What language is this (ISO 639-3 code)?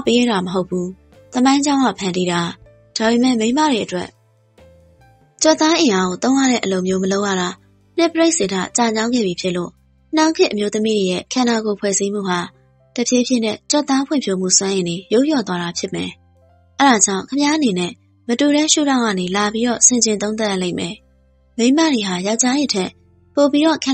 mya